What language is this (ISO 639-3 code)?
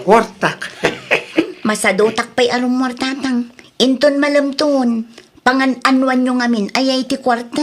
ilo